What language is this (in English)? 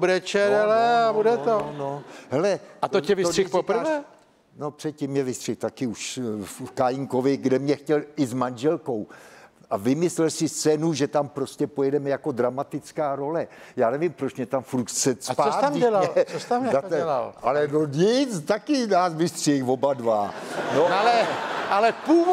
Czech